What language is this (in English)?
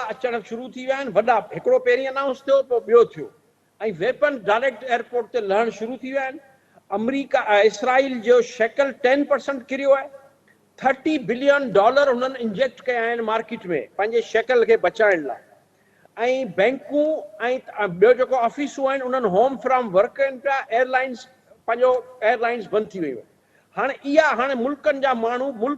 Sindhi